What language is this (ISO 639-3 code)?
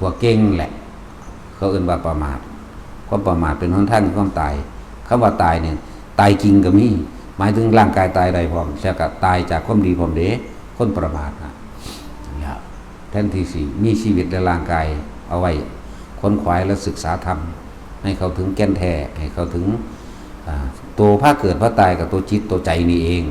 tts